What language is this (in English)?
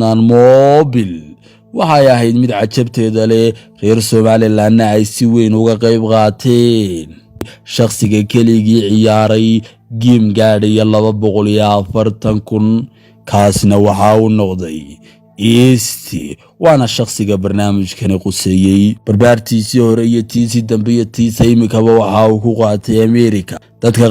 Somali